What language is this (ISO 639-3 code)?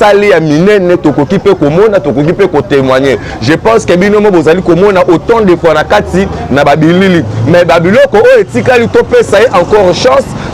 lin